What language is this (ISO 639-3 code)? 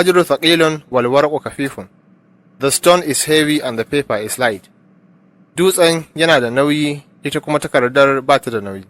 hau